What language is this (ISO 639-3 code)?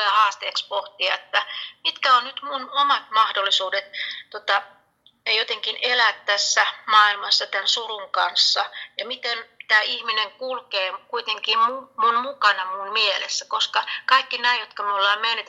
fin